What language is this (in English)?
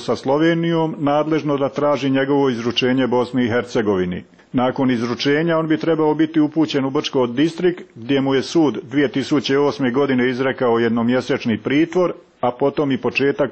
Croatian